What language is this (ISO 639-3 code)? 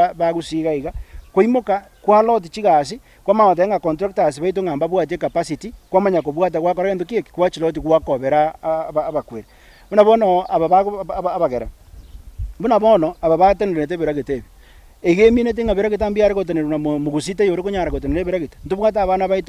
guz